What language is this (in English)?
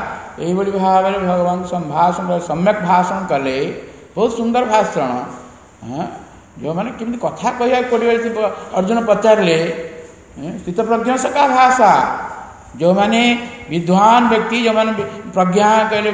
Odia